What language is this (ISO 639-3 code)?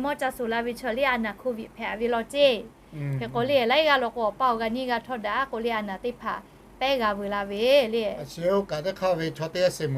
lhu